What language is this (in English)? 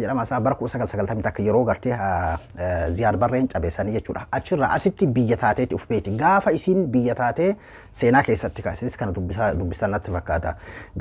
Oromo